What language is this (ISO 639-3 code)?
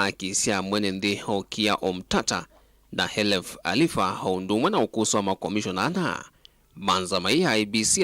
kam